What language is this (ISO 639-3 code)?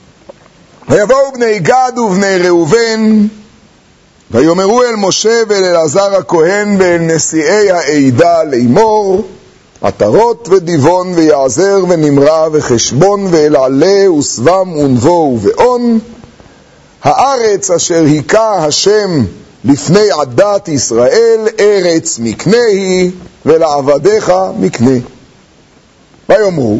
heb